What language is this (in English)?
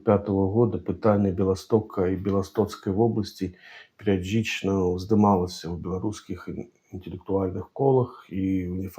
Belarusian